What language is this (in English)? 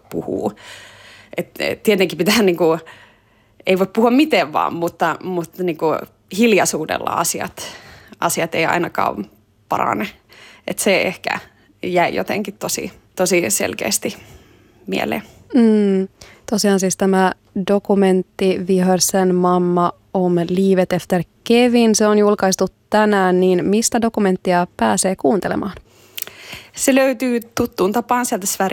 Finnish